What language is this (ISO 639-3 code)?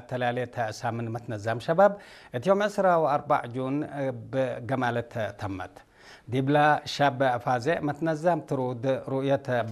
tig